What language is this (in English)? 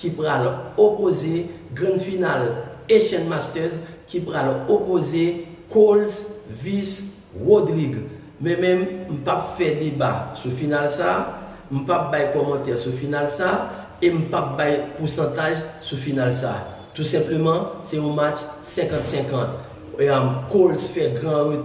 Haitian Creole